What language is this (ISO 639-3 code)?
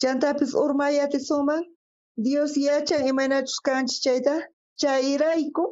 quh